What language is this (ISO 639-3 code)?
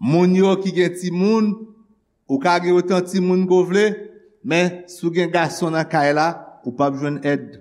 hat